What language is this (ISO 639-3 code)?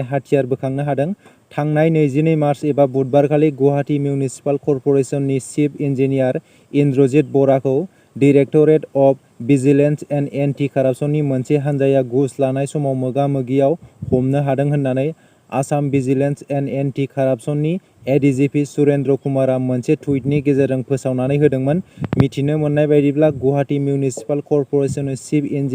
brx